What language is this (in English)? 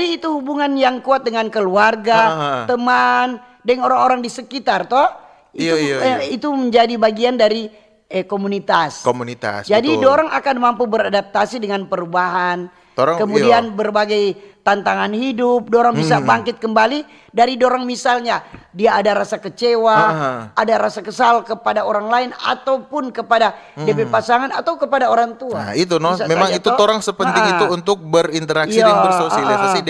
Manado Malay